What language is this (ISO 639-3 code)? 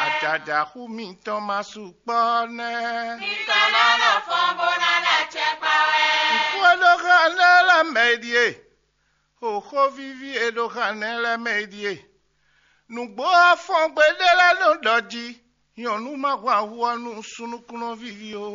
fon